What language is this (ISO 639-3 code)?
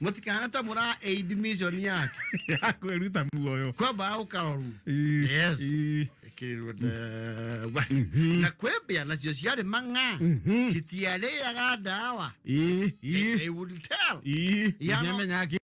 kik